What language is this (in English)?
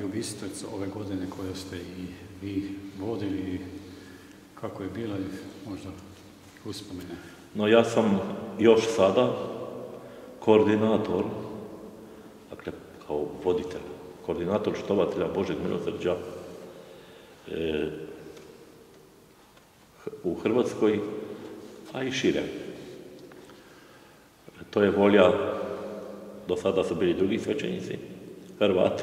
Croatian